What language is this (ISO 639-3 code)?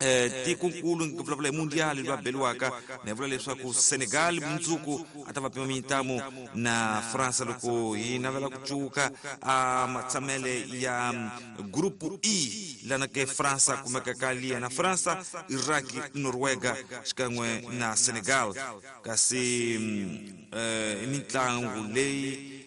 tso